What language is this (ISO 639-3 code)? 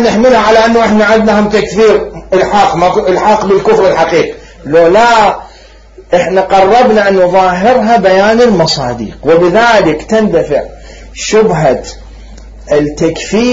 acm